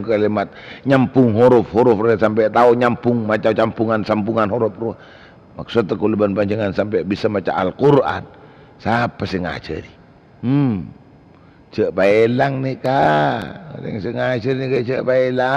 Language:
Madurese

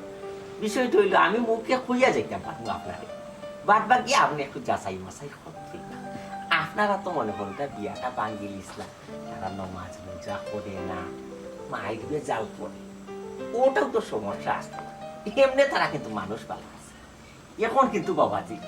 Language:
Sylheti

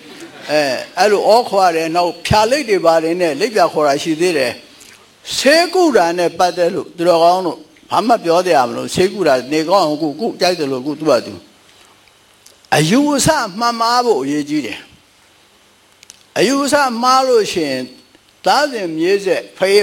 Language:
Burmese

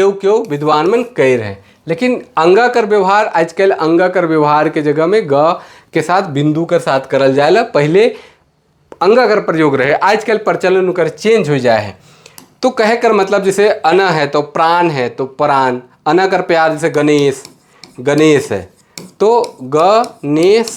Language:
Sadri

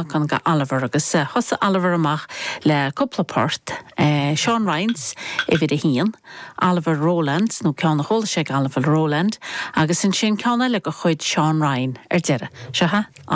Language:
Irish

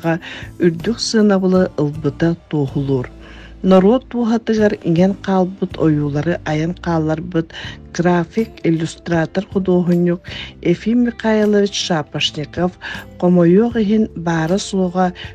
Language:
Yakut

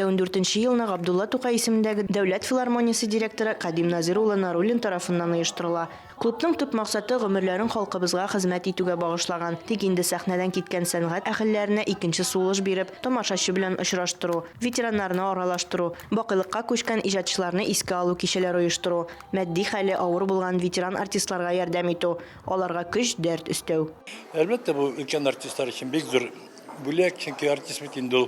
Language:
Tatar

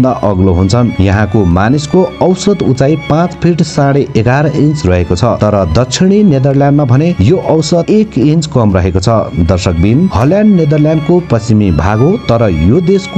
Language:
Nepali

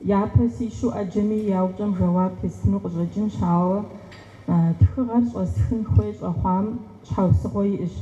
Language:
Kabardian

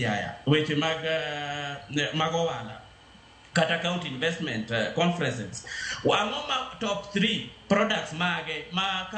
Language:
Luo (Kenya and Tanzania)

